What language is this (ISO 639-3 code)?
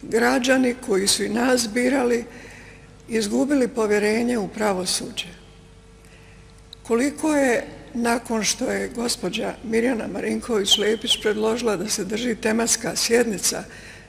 hrv